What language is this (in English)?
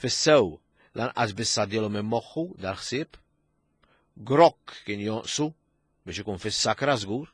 Maltese